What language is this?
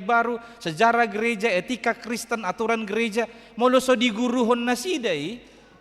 Batak Toba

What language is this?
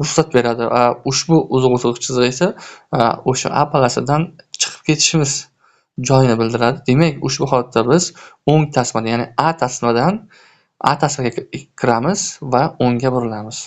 Uzbek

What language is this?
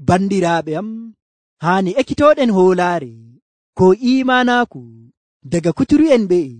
Nigerian Fulfulde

